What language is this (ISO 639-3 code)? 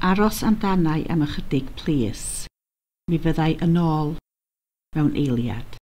cym